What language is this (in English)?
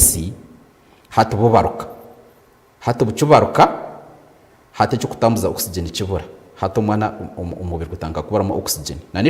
Nyankole